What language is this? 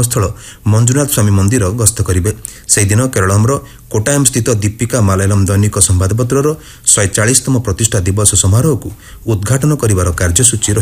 Odia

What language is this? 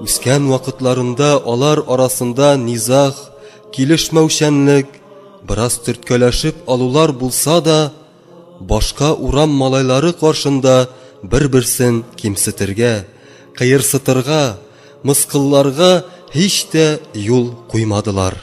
Tatar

